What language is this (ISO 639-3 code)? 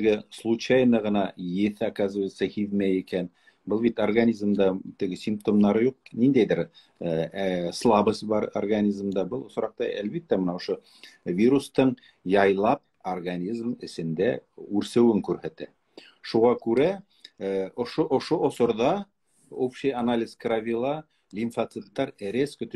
bak